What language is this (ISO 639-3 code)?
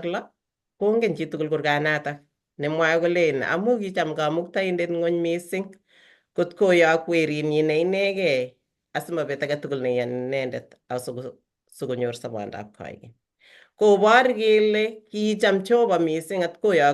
kln